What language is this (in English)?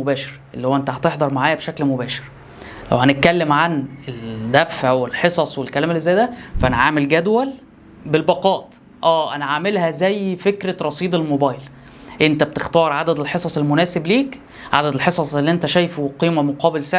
Egyptian Arabic